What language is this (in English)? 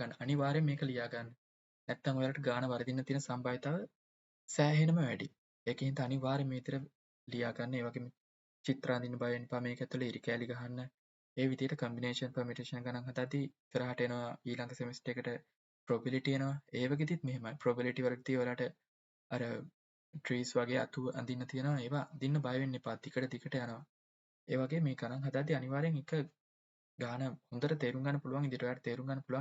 Sinhala